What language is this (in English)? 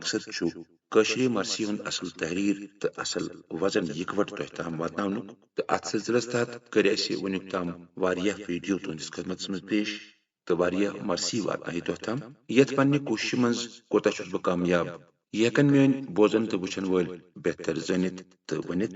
Kashmiri